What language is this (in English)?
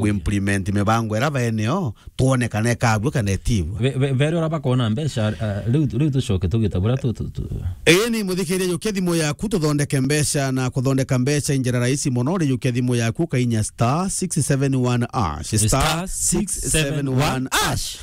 Meru